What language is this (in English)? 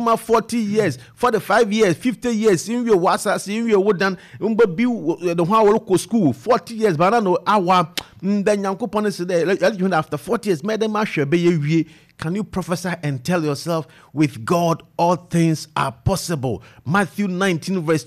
Akan